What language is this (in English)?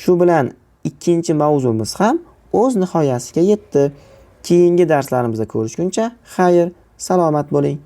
Uzbek